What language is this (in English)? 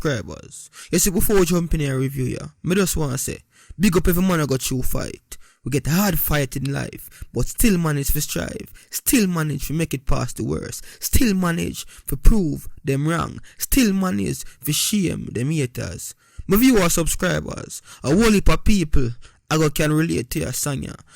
Jamaican Creole English